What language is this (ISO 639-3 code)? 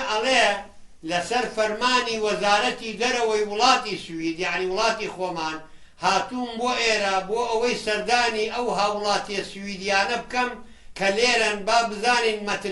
ckb